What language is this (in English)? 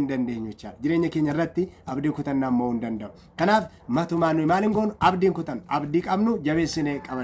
Oromo